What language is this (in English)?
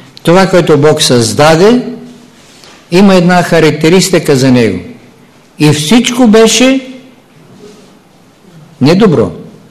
Bulgarian